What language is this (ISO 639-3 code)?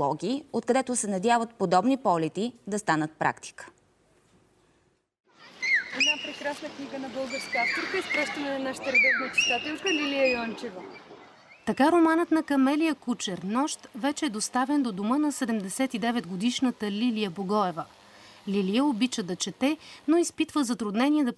bul